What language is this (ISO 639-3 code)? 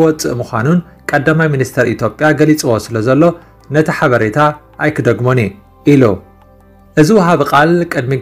tir